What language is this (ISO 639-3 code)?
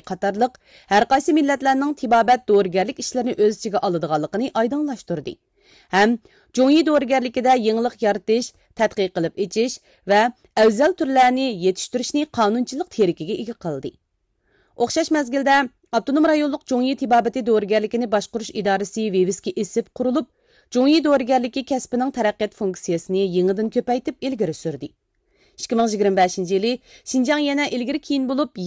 uig